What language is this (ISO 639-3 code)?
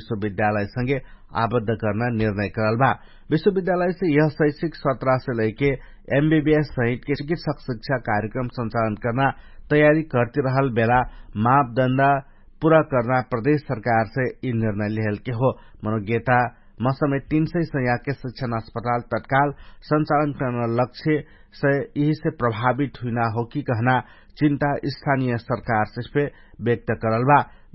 thl